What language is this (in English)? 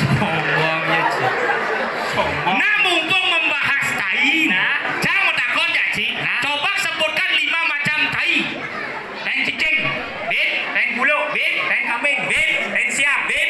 Balinese